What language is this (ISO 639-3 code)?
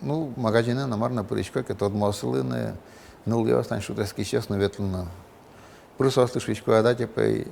udm